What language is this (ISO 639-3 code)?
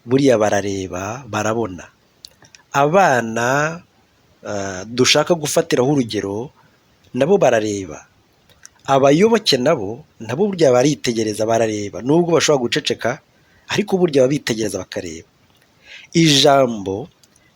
kin